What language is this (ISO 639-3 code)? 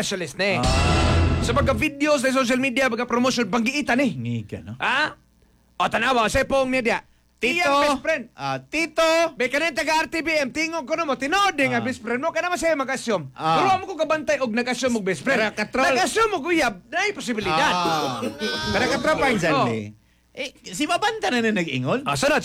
ceb